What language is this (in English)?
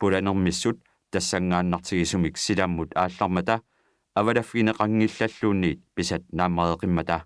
Kalaallisut